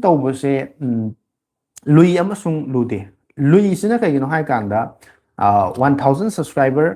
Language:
Manipuri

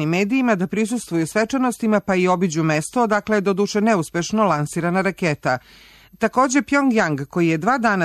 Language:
Serbian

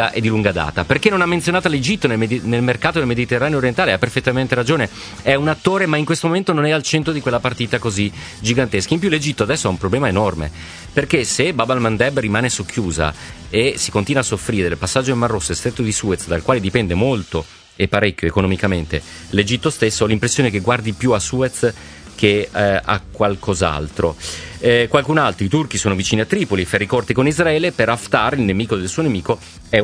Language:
Italian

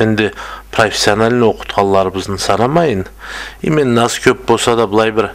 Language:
Karachay-Balkar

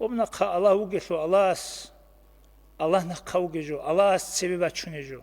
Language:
Avaric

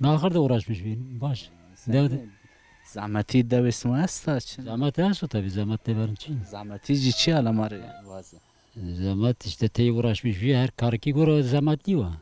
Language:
Zaza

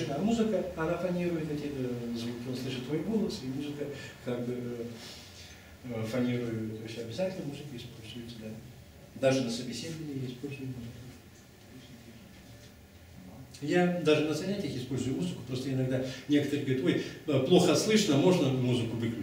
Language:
Russian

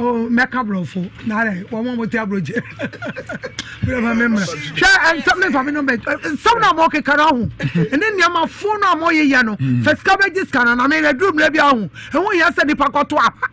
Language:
Akan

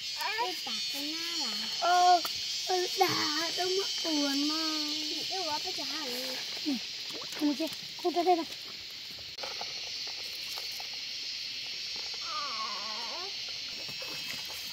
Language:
Vietnamese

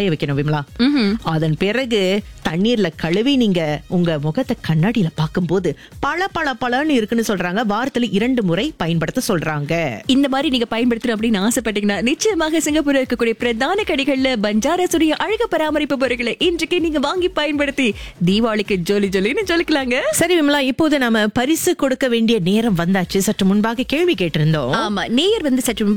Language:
Tamil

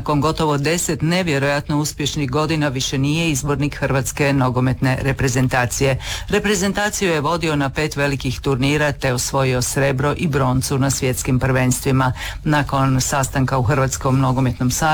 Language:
Croatian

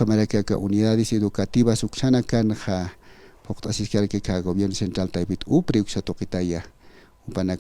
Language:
Aymara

